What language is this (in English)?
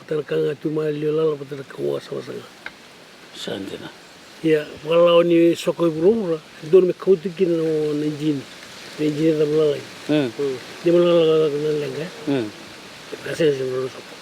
Fijian